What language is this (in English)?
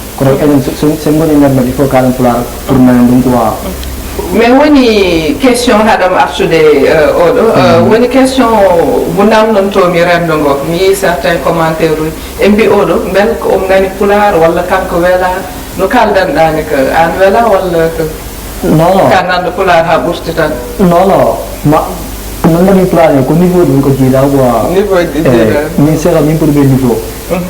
Fula